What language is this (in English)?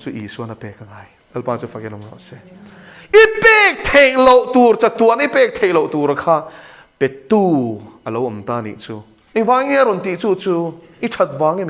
Mizo